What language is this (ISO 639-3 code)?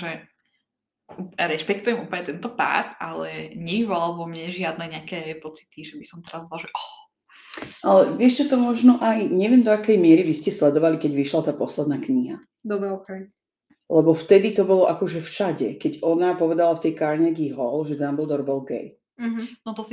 slk